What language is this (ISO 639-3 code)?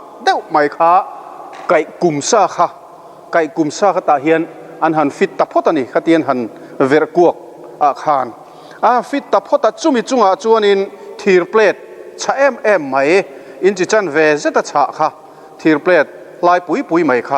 lus